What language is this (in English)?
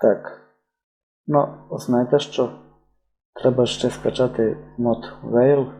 Rusyn